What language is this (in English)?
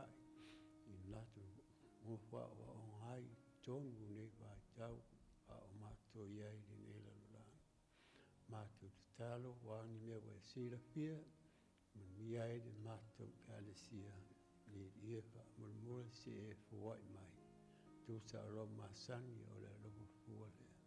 Samoan